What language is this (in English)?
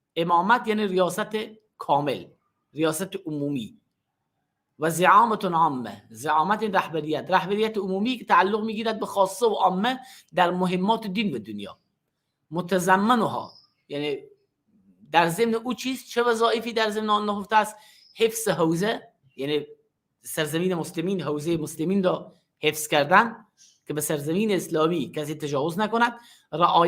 Persian